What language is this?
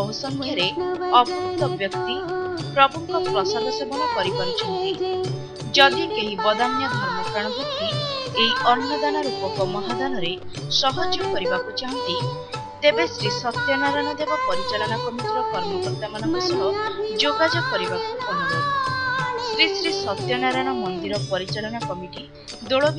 Odia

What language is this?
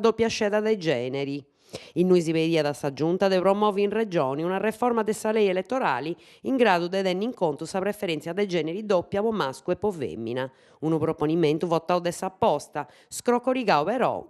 Sardinian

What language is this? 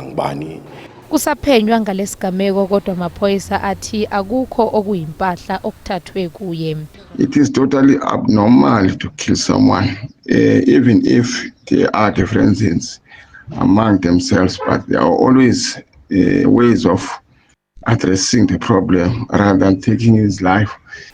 Zulu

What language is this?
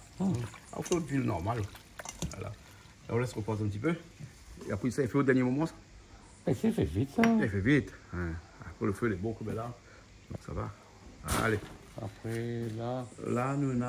Réunion Creole French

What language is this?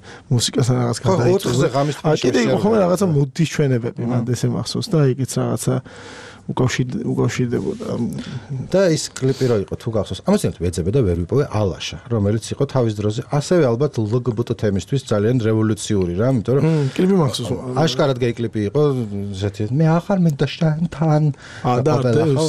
Georgian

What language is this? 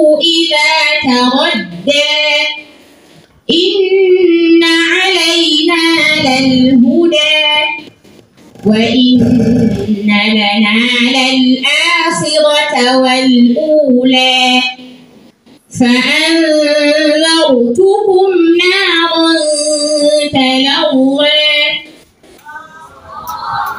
Arabic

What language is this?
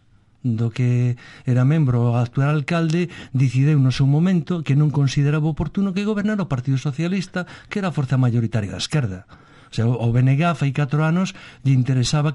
Galician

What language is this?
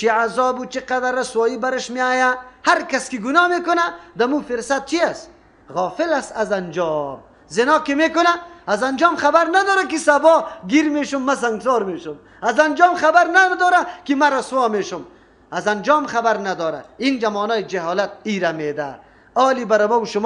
Persian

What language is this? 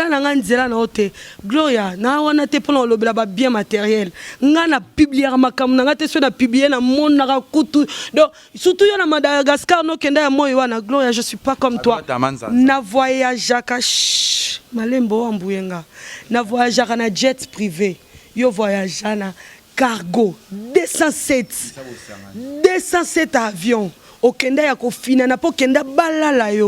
Lingala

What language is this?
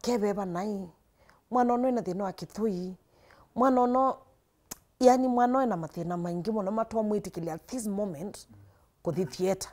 Kamba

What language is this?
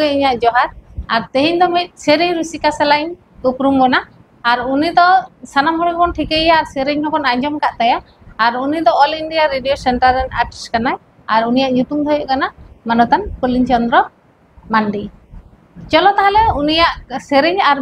Santali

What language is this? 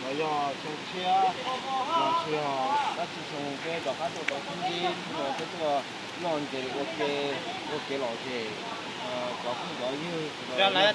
Hmong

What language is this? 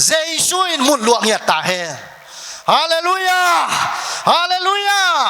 Tedim Chin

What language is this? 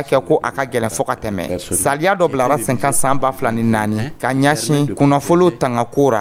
Dyula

